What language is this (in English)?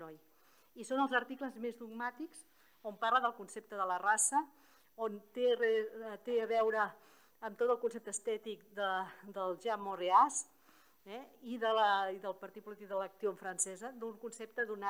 Catalan